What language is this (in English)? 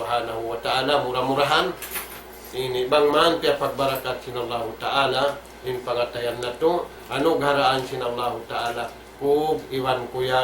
Tausug